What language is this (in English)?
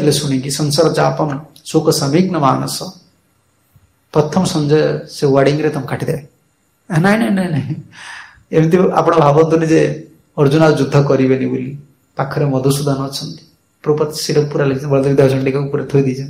Odia